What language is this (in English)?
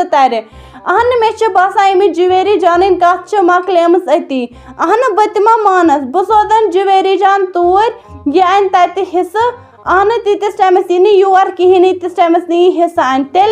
Kashmiri